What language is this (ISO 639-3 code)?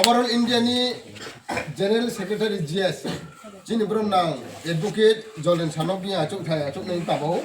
ria